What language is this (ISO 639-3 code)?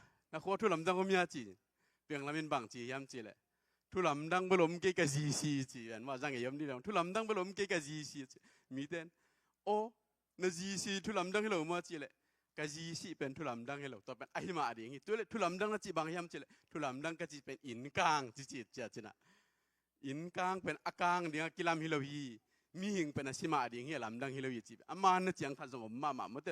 ctd